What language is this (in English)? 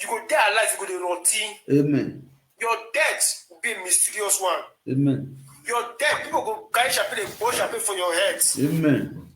Nigerian Pidgin